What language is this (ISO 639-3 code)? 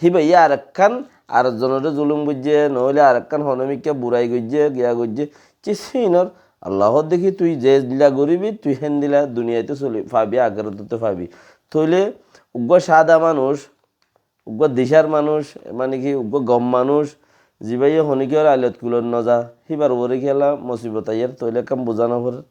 rhg